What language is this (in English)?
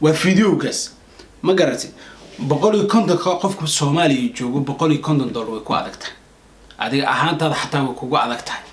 Somali